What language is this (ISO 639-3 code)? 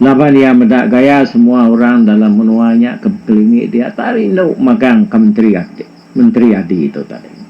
iba